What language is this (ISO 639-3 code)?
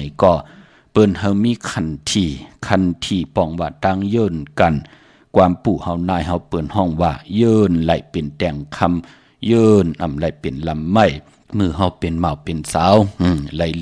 shn